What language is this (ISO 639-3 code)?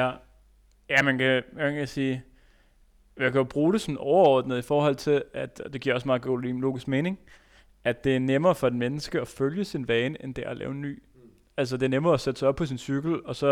dan